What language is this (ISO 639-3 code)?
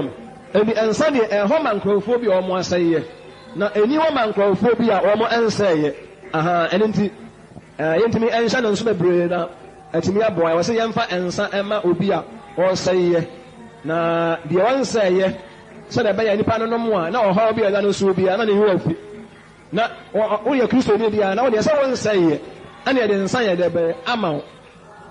aka